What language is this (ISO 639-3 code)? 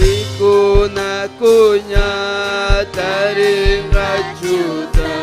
quy